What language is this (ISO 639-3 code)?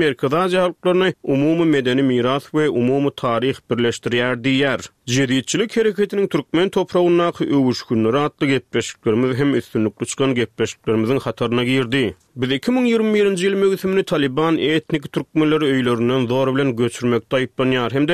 tuk